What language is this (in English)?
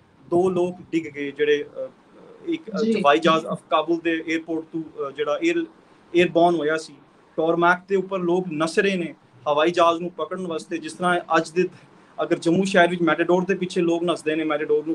Punjabi